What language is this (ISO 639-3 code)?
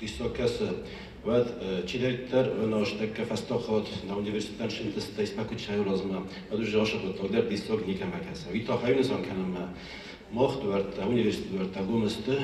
oss